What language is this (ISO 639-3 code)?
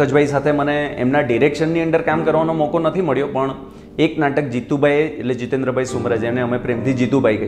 guj